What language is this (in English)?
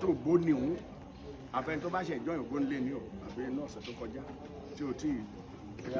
Yoruba